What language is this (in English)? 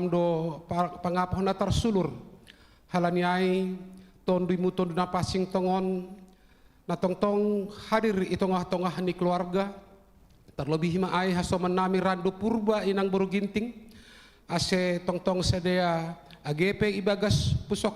Batak Simalungun